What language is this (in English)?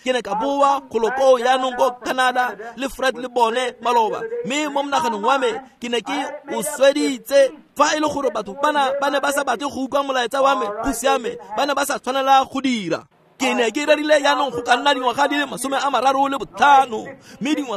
Tswana